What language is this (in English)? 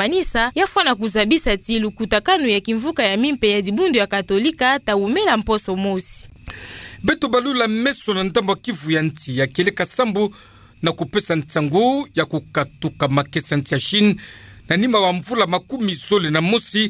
Kituba (Democratic Republic of Congo)